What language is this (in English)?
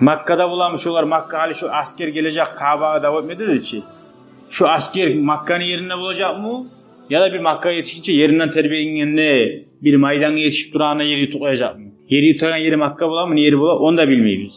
Kumyk